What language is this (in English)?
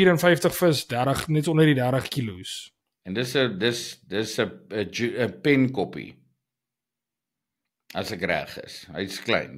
Afrikaans